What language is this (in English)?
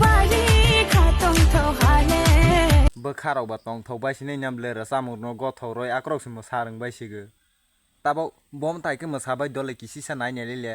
Kok Borok